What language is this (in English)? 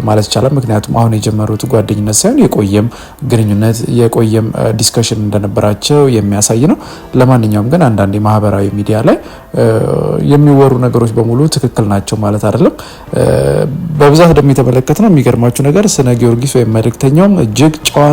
Amharic